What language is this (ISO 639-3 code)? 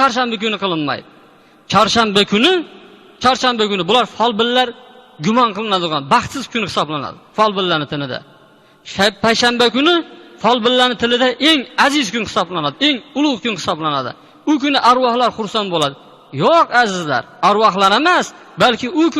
uzb